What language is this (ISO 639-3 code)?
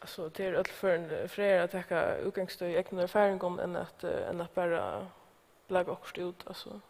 fao